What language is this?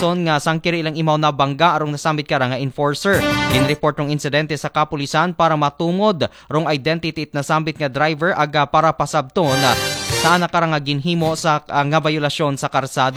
Aklanon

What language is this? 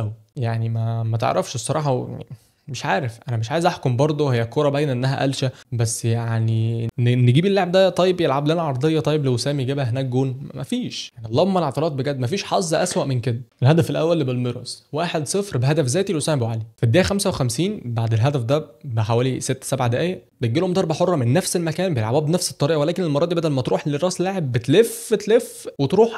Egyptian Arabic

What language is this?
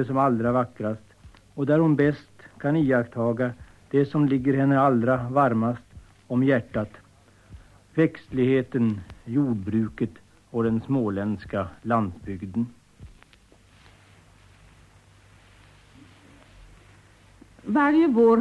Swedish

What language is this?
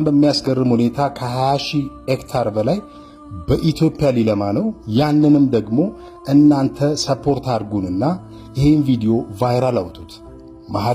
Amharic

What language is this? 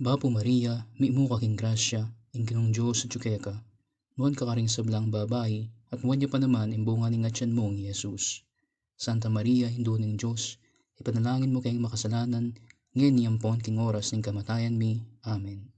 Pampanga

